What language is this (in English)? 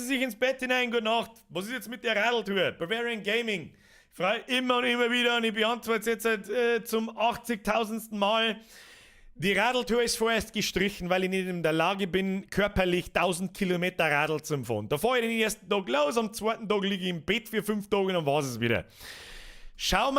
Bavarian